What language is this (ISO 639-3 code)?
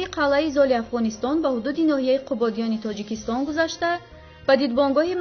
tgk